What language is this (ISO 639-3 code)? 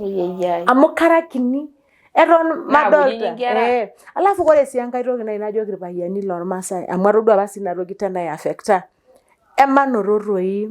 mas